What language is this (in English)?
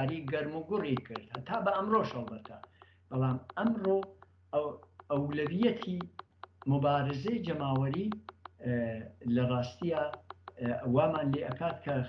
Central Kurdish